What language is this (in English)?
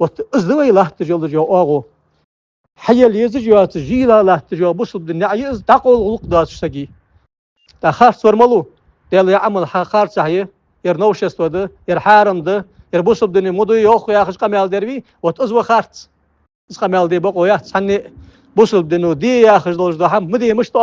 Ingush